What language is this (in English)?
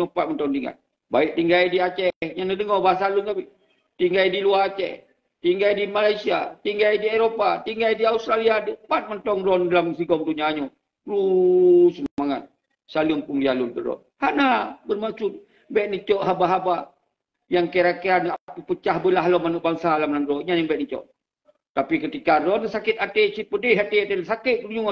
Achinese